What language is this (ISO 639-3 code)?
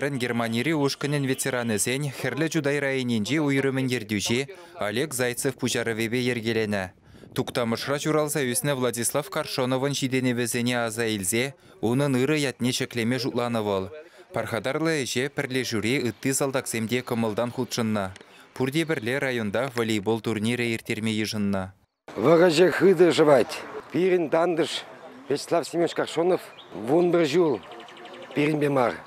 chv